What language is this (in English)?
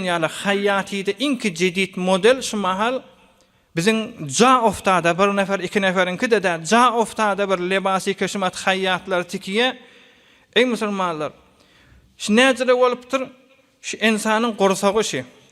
Turkmen